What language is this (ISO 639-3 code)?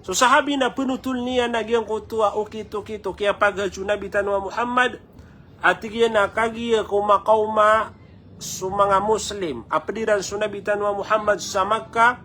mrw